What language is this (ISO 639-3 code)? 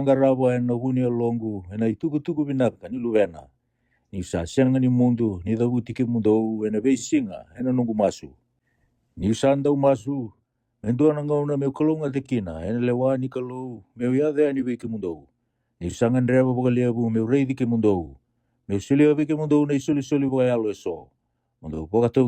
fij